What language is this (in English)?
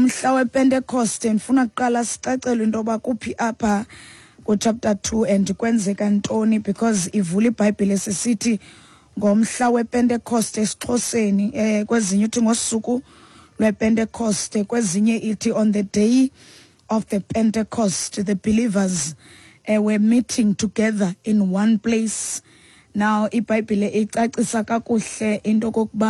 Xhosa